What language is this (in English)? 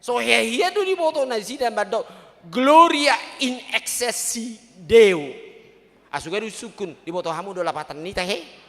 Batak Toba